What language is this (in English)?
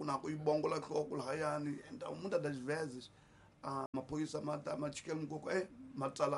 Tsonga